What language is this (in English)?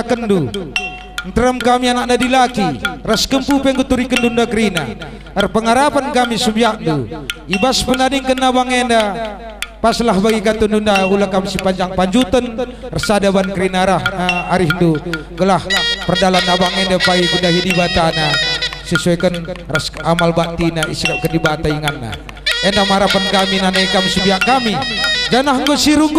Batak Karo